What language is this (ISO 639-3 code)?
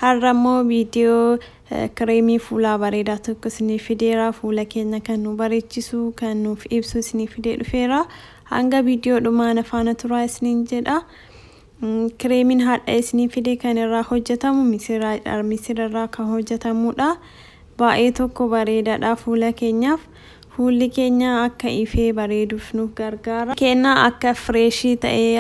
orm